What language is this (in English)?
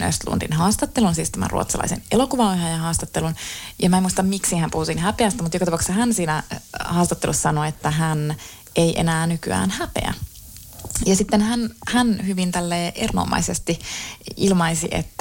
Finnish